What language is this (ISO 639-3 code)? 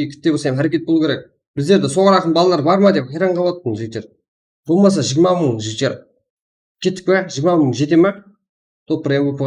kaa